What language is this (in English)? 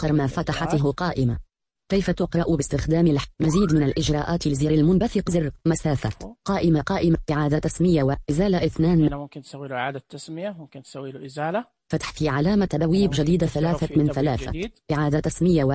Najdi Arabic